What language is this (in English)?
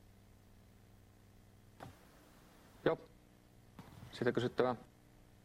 Finnish